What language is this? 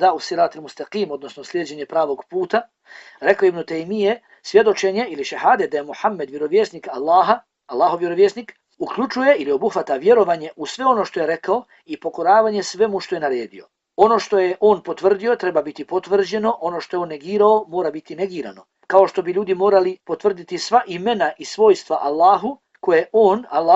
Bosnian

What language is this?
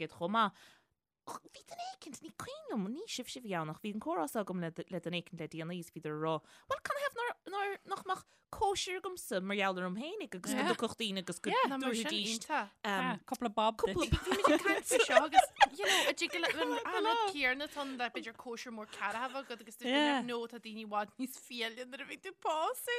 Irish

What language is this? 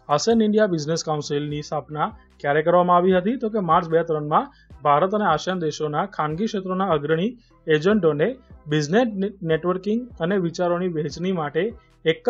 Gujarati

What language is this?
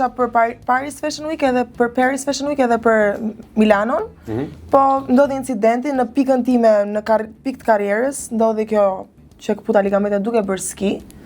Albanian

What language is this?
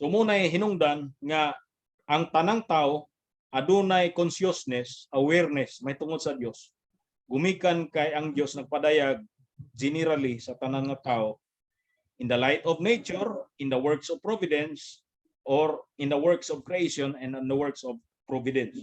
Cebuano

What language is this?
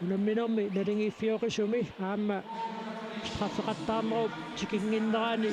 Kalaallisut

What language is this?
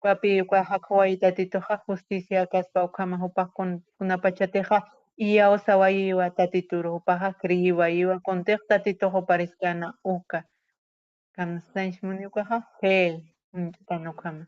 Aymara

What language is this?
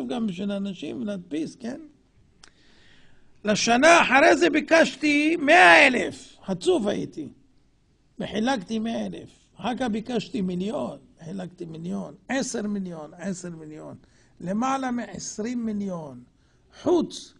Hebrew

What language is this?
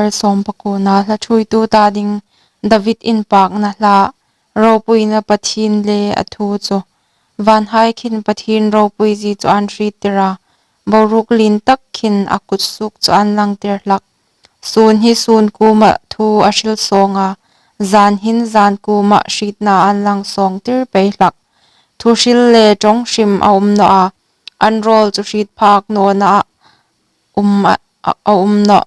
Hmar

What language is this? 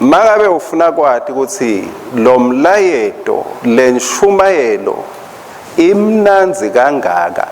Swati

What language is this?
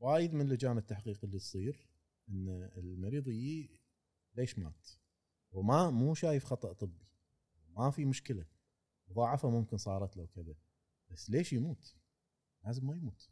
Gulf Arabic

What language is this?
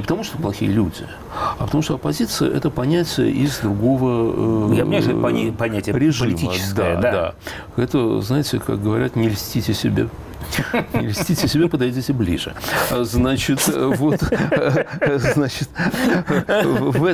Russian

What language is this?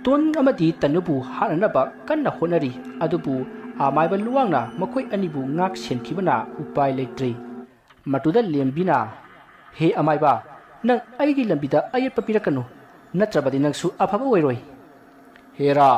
Manipuri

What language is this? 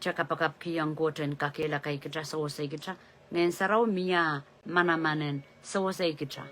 Pohnpeian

